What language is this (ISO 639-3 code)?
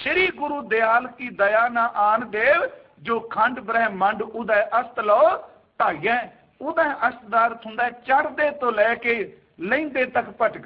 pan